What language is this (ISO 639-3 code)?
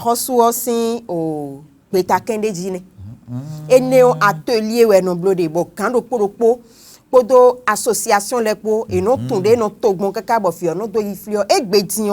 fon